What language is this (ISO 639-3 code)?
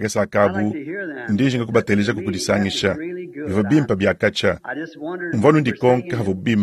lua